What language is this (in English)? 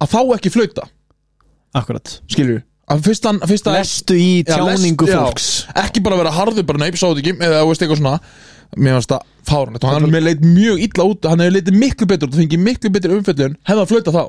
Icelandic